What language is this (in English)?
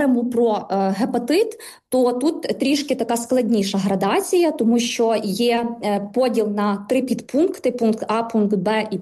Ukrainian